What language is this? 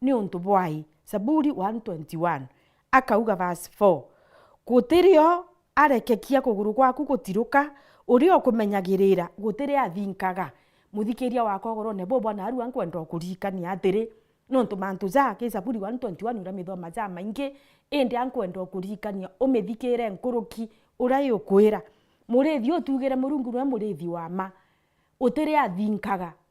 Meru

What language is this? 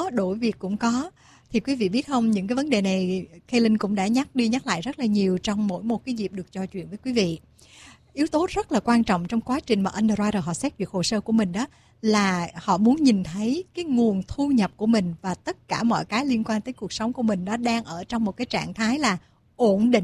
Vietnamese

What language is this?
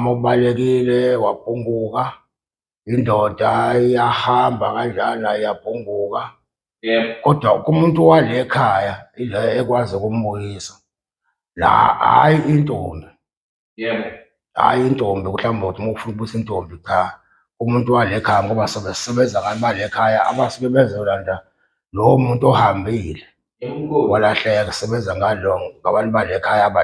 Zulu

